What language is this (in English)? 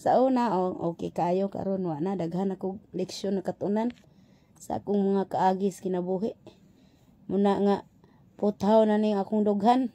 Cebuano